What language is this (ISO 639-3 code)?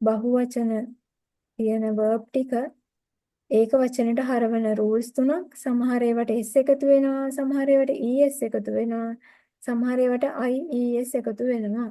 sin